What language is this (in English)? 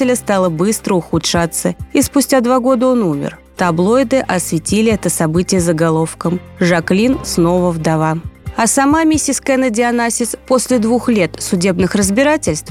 Russian